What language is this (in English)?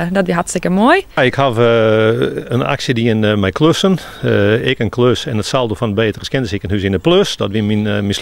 Western Frisian